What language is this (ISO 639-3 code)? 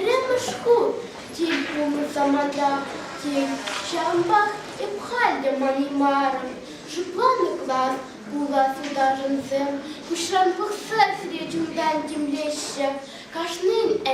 chv